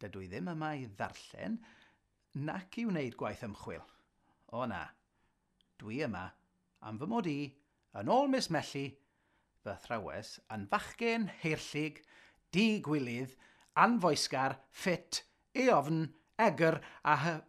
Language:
Welsh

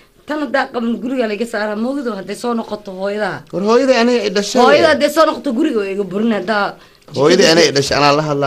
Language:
Somali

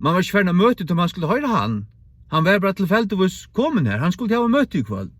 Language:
Faroese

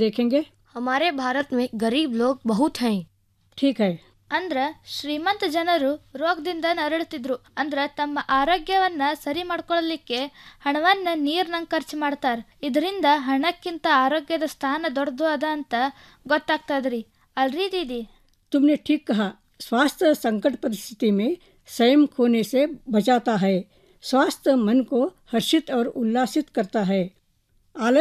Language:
Kannada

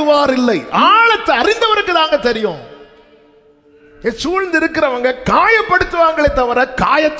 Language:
Tamil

